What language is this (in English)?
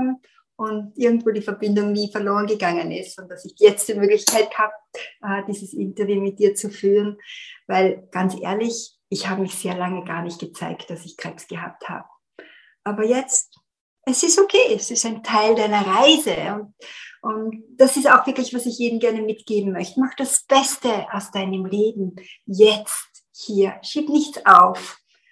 German